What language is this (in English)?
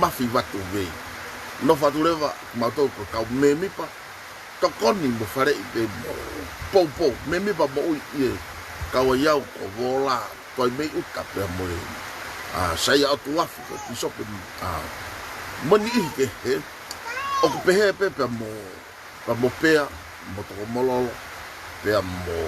Tongan